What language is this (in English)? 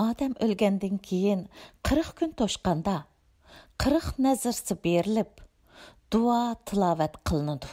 Uyghur